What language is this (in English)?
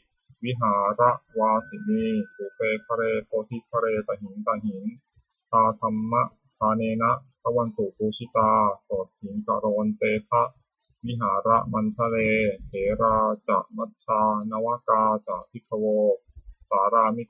Pali